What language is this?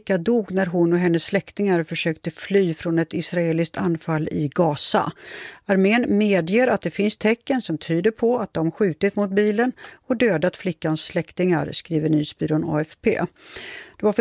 Swedish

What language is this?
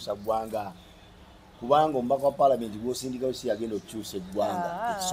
Ganda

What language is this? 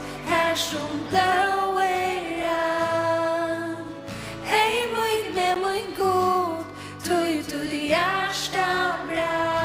Faroese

